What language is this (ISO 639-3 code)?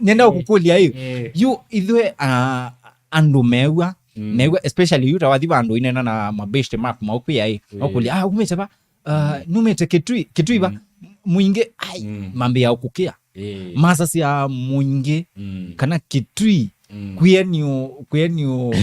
kam